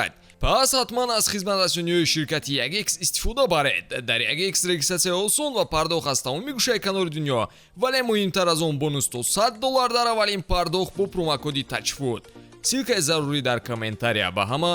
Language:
Tajik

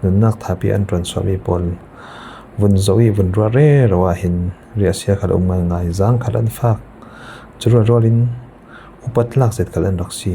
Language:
Falam Chin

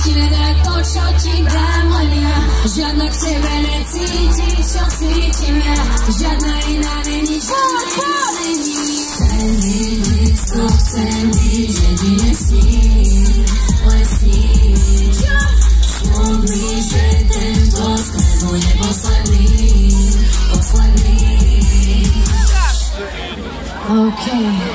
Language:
Slovak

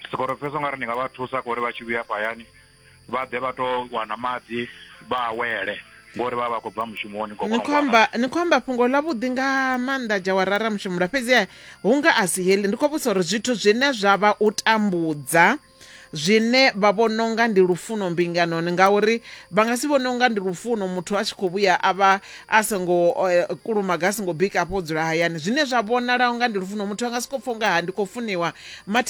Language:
Venda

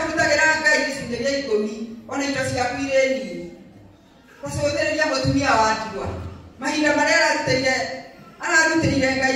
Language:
Kikuyu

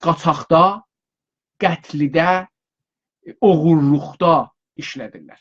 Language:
South Azerbaijani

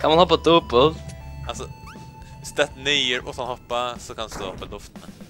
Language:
Faroese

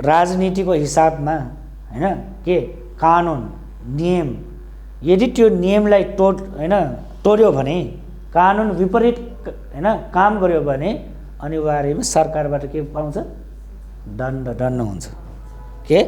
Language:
Nepali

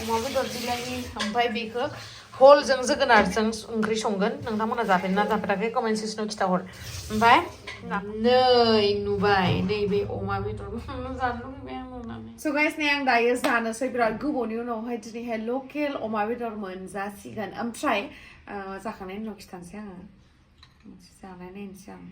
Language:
Bodo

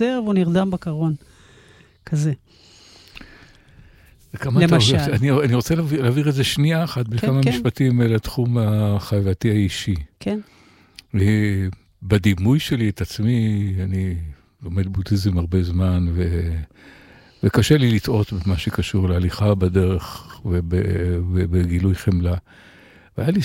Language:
Hebrew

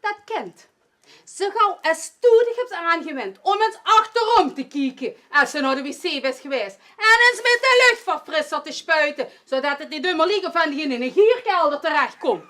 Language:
Limburgish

